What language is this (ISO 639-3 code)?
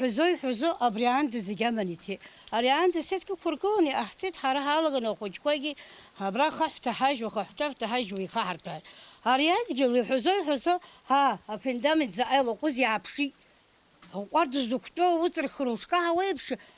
abk